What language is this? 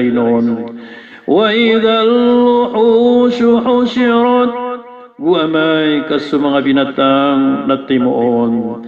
Maranao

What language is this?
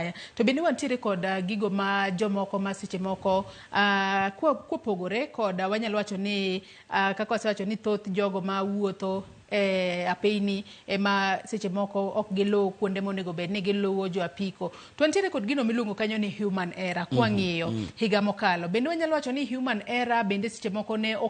Luo (Kenya and Tanzania)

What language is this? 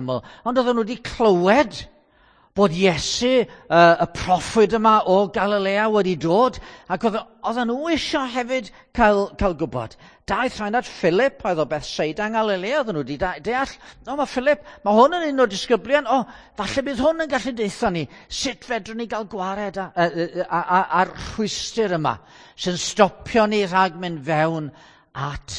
Welsh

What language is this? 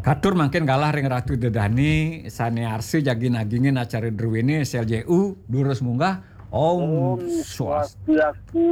Balinese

